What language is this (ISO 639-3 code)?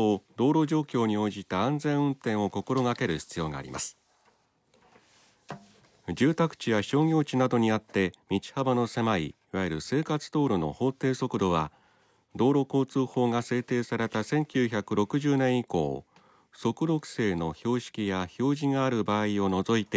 jpn